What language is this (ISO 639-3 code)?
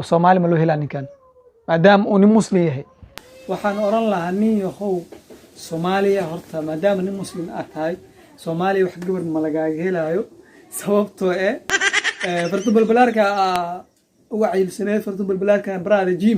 som